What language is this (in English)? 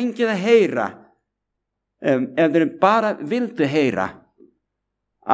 Icelandic